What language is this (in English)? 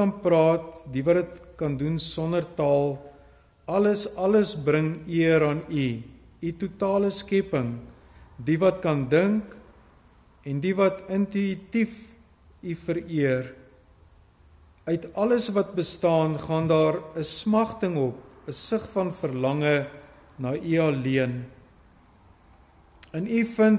Afrikaans